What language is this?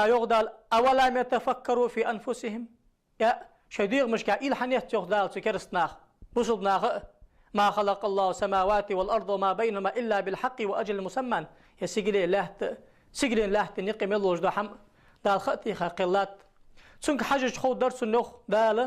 Ingush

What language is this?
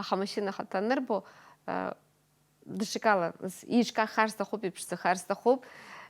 Abkhazian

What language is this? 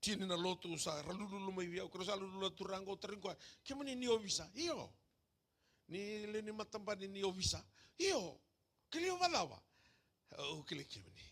Fijian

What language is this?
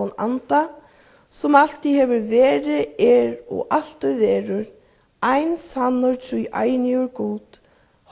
Faroese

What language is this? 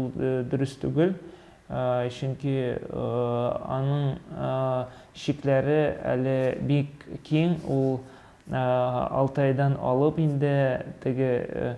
Tatar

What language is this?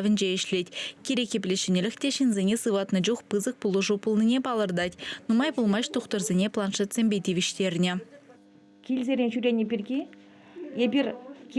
Chuvash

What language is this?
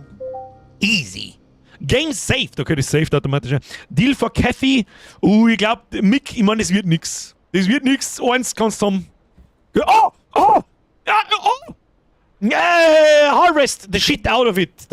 Bavarian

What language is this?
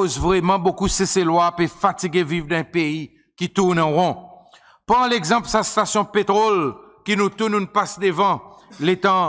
Seselwa Creole French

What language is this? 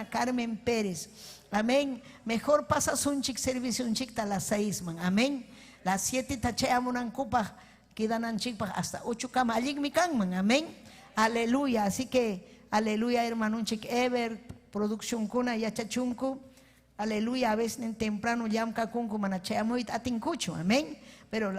Ayacucho Quechua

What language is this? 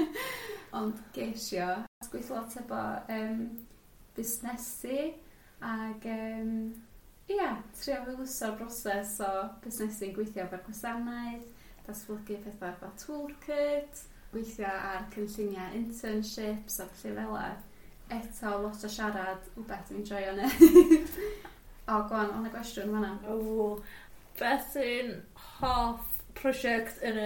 Welsh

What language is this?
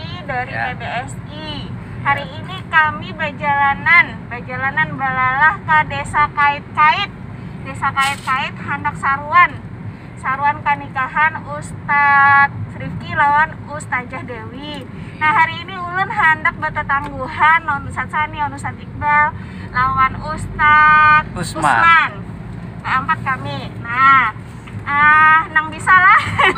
Banjar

